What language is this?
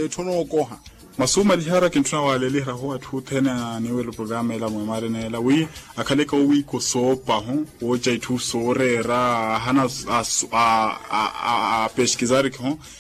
Makhuwa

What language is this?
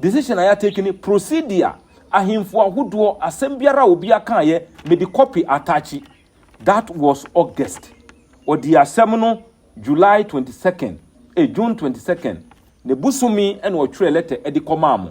Akan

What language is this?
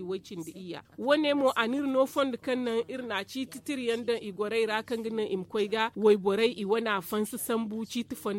Zarma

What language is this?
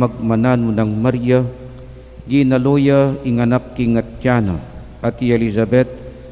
Pampanga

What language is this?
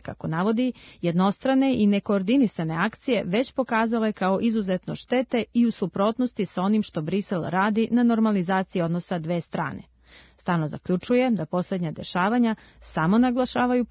Serbian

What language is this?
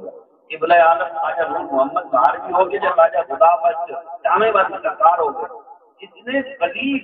Saraiki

